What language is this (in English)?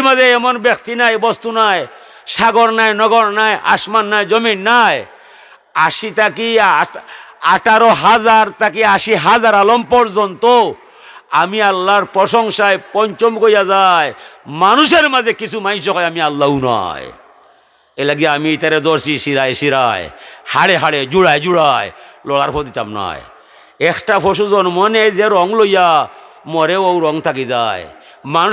Sylheti